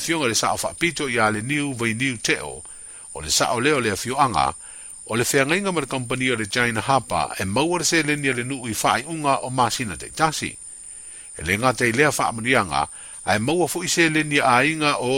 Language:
Samoan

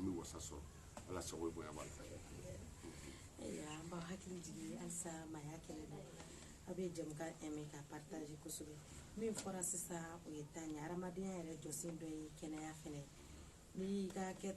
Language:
Bambara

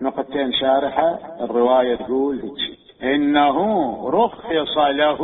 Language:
Mesopotamian Arabic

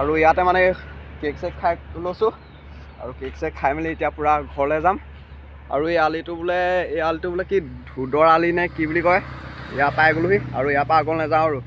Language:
Assamese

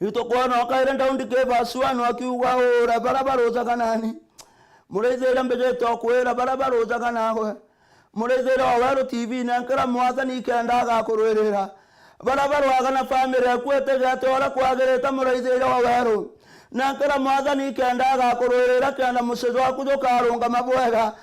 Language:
Meru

